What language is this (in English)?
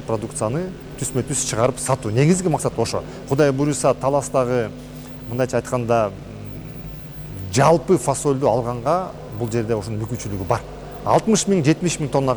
Kyrgyz